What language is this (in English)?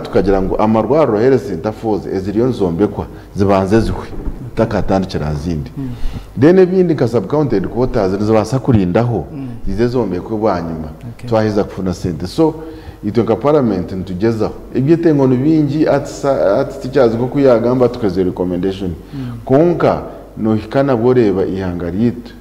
Nyankole